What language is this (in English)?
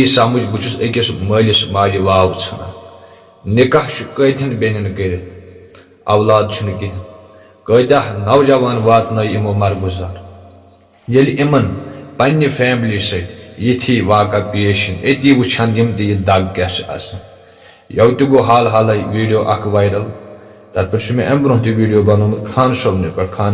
Kashmiri